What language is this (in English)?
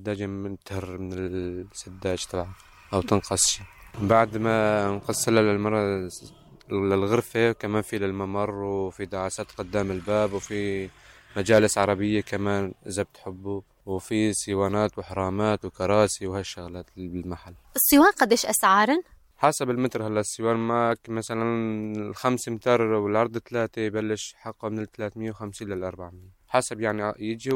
North Levantine Arabic